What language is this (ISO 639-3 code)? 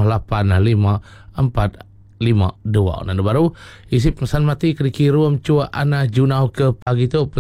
iba